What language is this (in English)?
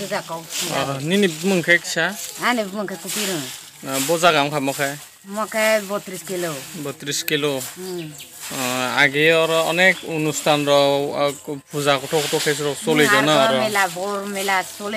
Kok Borok